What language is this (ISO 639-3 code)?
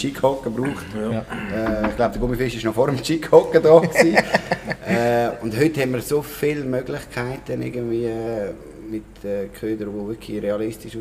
gsw